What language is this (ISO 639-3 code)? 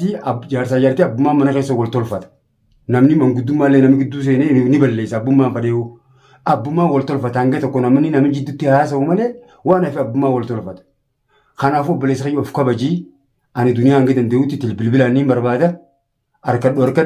orm